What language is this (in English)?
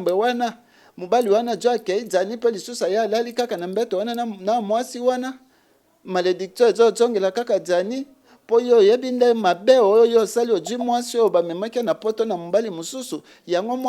Lingala